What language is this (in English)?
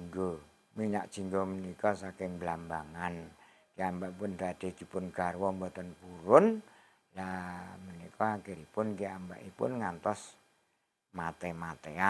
Javanese